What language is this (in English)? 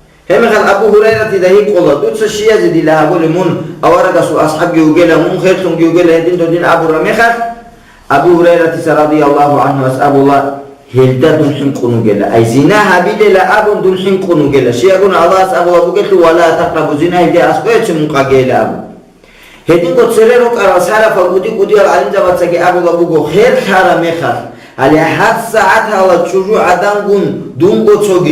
Avaric